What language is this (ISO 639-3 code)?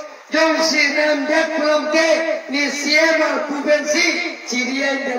mjw